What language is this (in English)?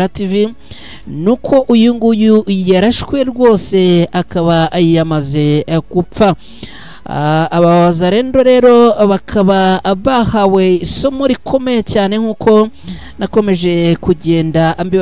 Kinyarwanda